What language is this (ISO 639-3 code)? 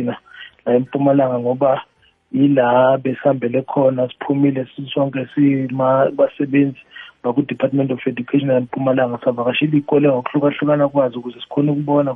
nbl